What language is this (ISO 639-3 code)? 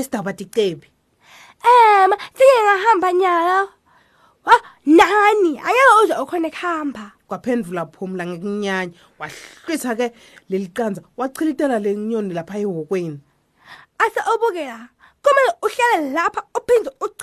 ssw